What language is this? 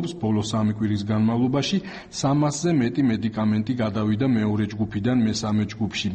Georgian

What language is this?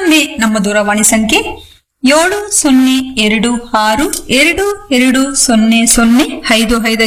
Kannada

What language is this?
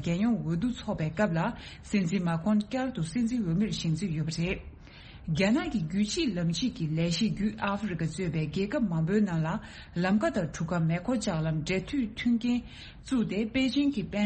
Tibetan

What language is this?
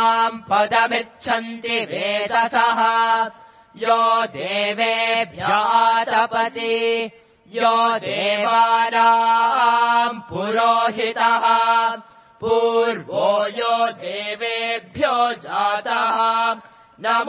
Sanskrit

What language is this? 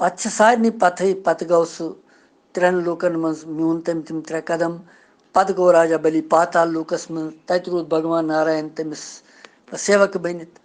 Kashmiri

